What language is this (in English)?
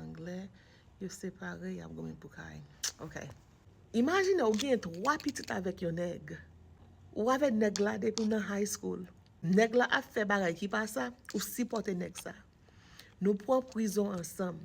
Haitian Creole